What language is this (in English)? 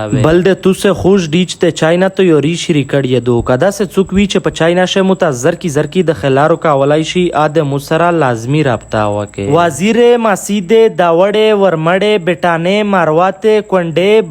Pashto